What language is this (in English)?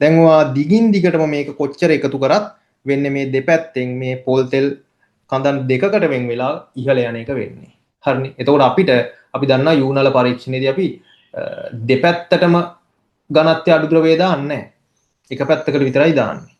Sinhala